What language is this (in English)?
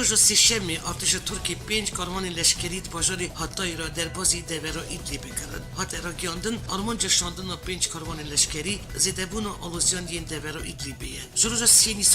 Kurdish